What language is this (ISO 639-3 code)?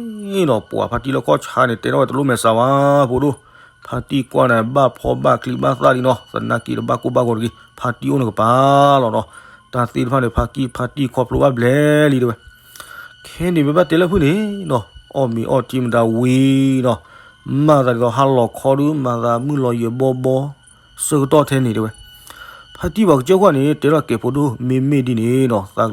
ksw